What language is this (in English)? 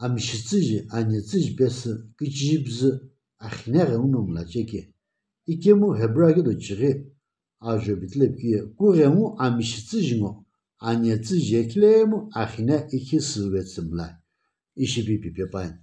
Sumi Naga